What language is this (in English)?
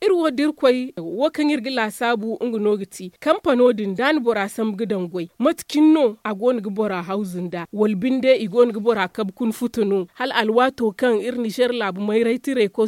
Zarma